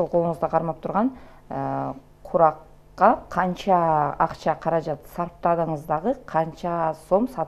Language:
Kyrgyz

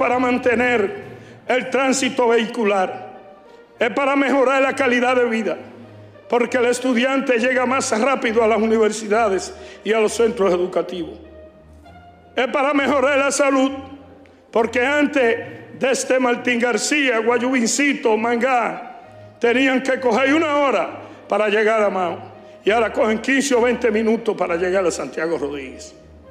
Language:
Spanish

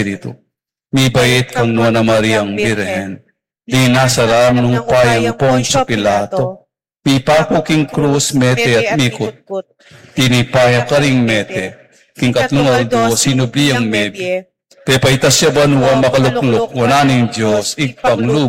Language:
Pampanga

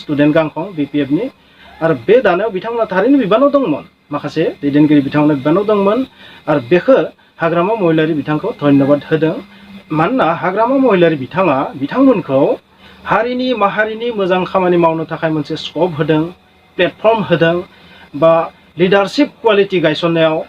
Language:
Bodo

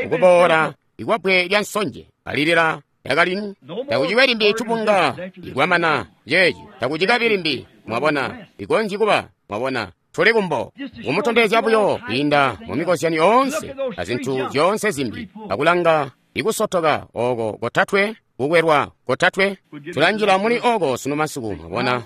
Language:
Tonga (Zambia)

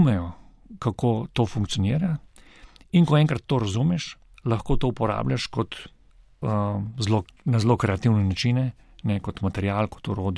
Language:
Slovenian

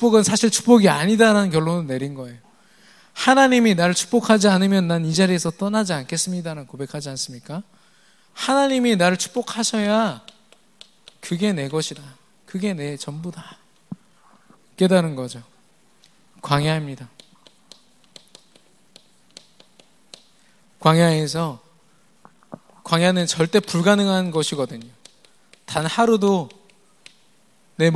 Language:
Korean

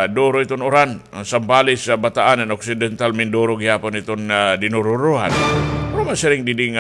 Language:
Waray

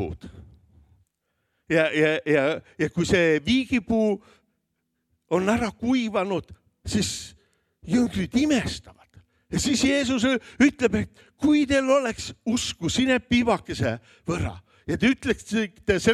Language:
Estonian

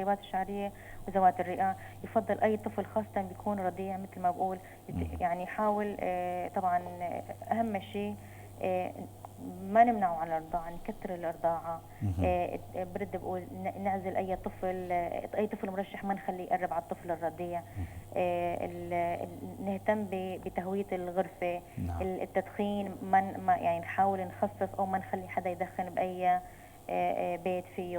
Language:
North Levantine Arabic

